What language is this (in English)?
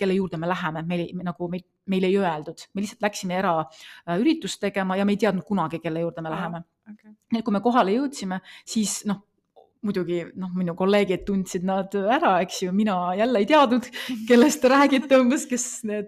Estonian